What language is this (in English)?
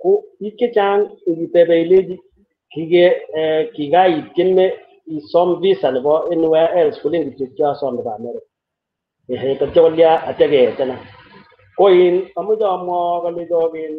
Kalenjin